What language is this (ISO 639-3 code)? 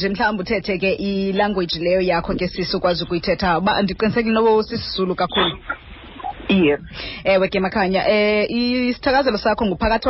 xho